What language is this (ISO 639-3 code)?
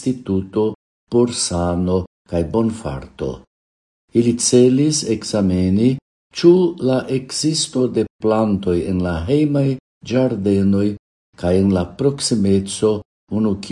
epo